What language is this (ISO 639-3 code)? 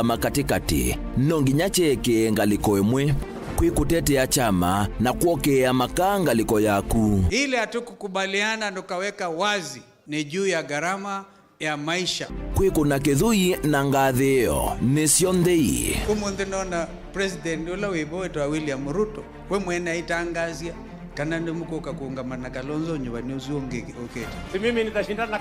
kam